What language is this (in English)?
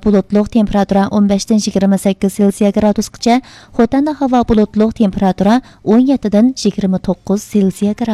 Uyghur